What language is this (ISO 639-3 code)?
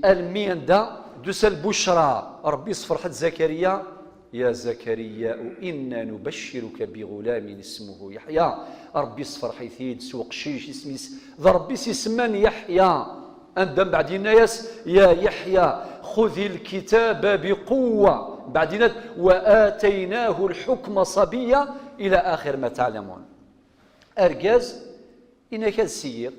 kab